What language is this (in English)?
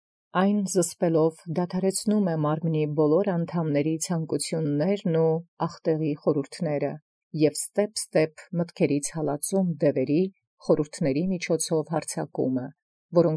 Armenian